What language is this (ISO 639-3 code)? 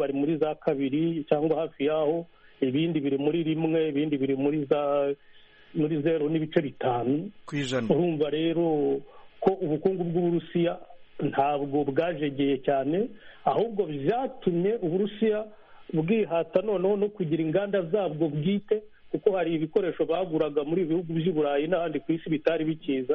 kin